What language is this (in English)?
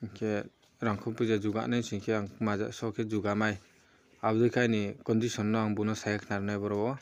Riang (India)